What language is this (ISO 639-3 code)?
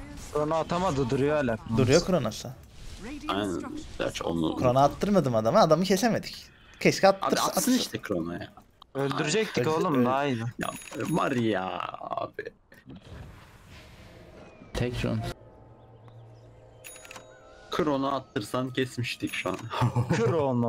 tur